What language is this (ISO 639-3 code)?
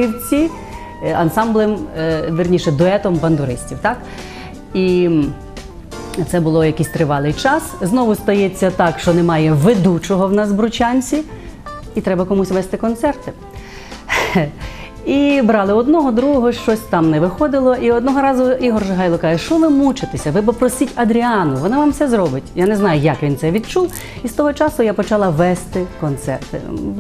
ukr